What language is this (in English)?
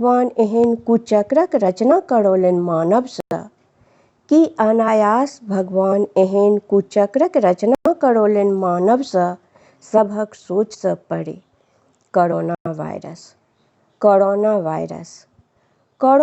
Maithili